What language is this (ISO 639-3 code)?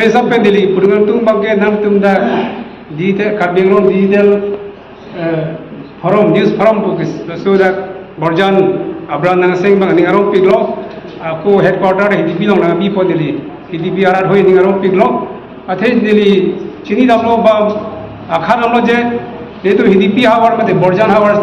mjw